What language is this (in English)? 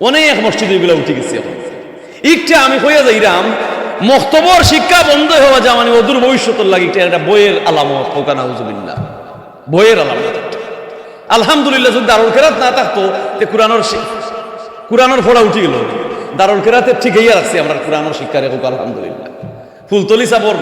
Sylheti